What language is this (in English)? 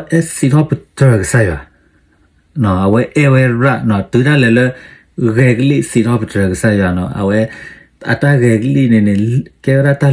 S'gaw Karen